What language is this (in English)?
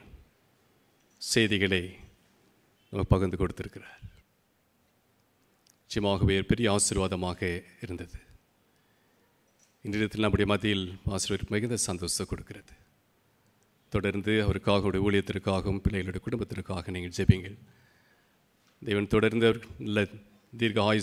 Tamil